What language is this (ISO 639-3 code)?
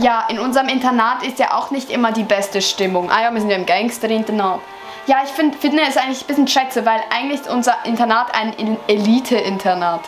gsw